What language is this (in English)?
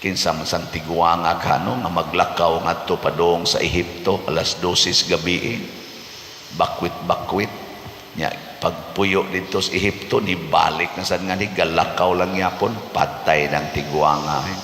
Cebuano